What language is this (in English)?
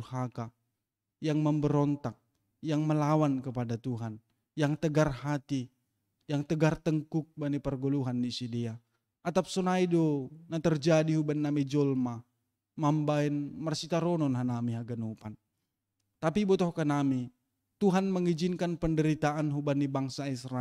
Batak Simalungun